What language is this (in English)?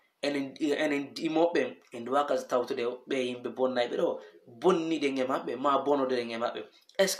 Fula